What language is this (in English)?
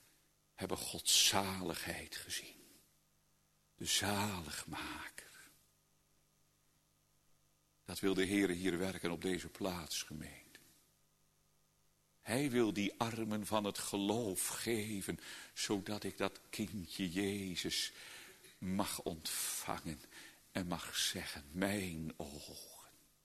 Dutch